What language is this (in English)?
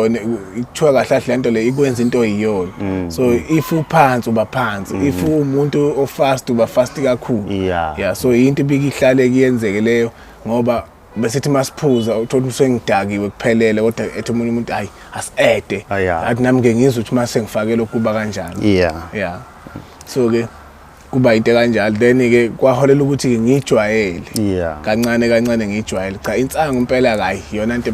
Zulu